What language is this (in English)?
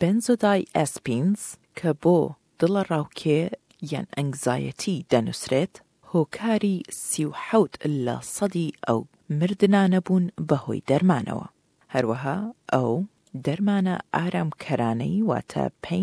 Central Kurdish